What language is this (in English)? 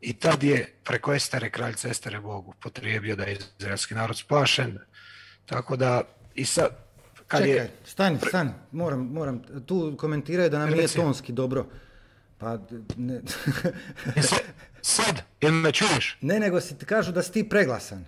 Croatian